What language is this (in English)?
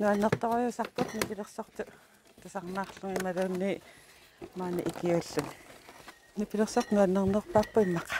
Kalaallisut